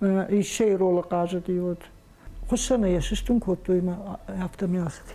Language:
Ossetic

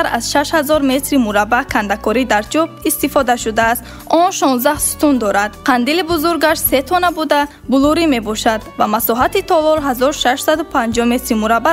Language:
Tajik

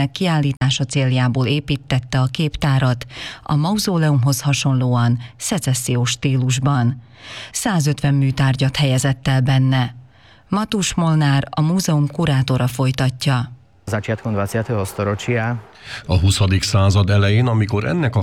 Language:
Hungarian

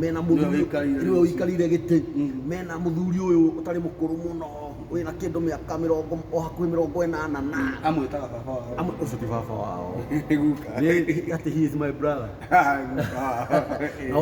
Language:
Kikuyu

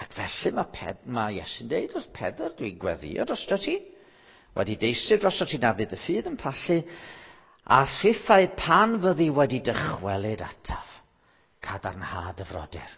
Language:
Welsh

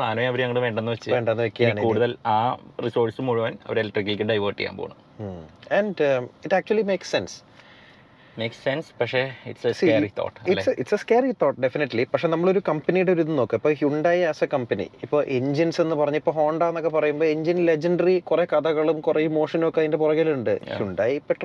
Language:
Malayalam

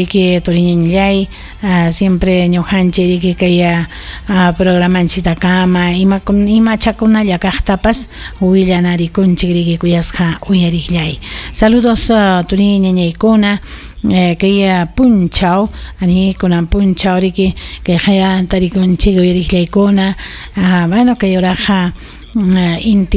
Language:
Ayacucho Quechua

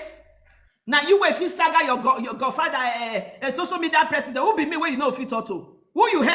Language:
Nigerian Pidgin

